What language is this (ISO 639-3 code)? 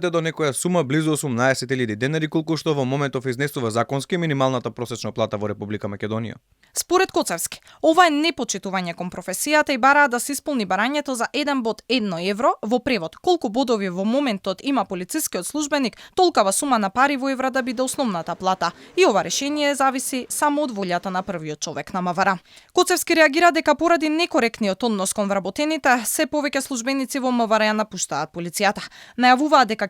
mkd